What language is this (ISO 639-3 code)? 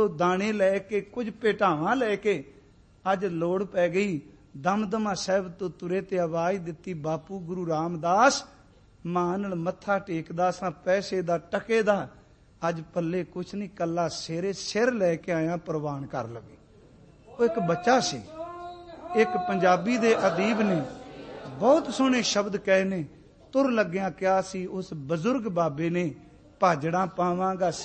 pan